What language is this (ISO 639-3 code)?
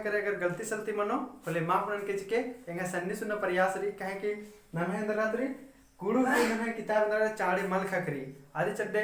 kru